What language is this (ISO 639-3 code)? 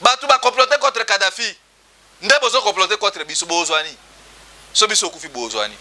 lin